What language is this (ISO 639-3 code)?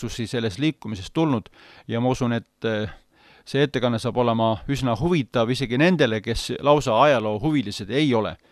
est